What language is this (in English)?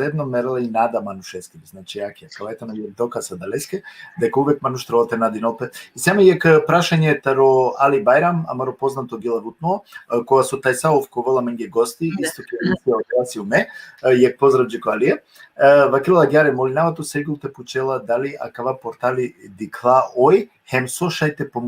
Balkan Romani